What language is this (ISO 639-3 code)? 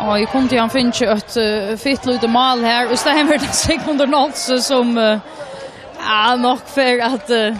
fao